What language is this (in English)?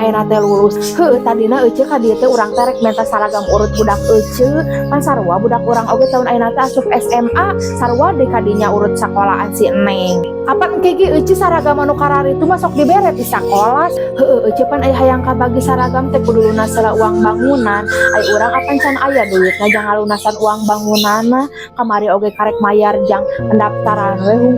Sundanese